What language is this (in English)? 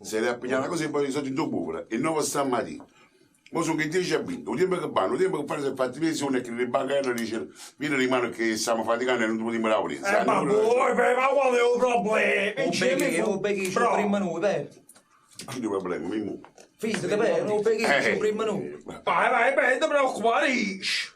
Neapolitan